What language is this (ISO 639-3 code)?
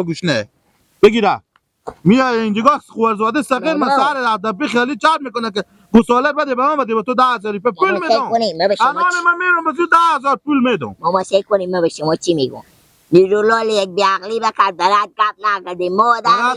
fas